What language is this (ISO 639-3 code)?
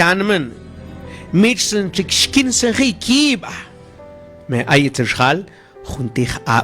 mam